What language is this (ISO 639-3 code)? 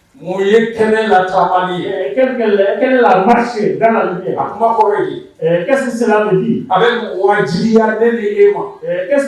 bam